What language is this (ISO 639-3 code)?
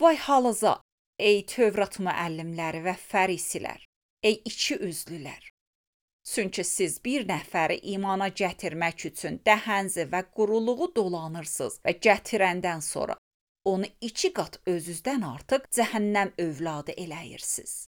aze